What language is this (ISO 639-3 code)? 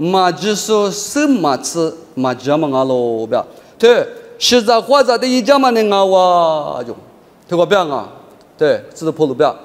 lis